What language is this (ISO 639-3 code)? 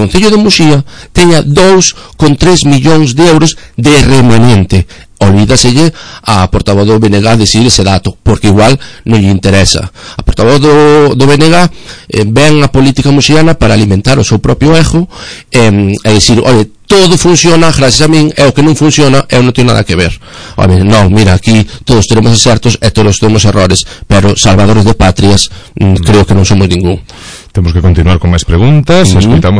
glg